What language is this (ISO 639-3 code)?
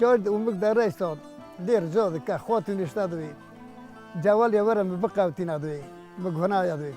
kur